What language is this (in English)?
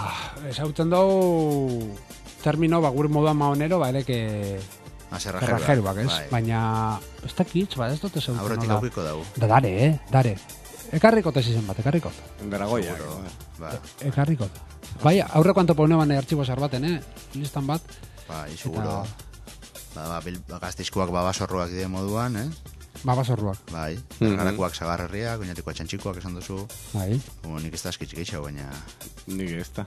Basque